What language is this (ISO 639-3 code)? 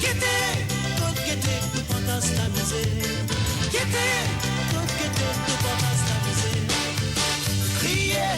mfe